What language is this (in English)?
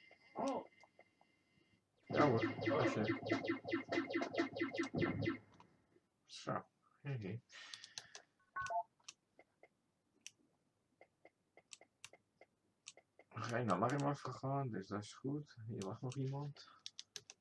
Dutch